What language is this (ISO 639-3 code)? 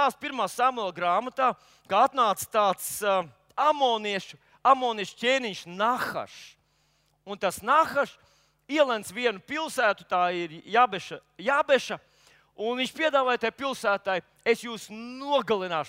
lav